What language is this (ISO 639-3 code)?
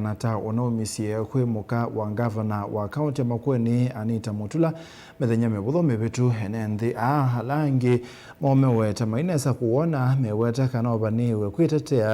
kam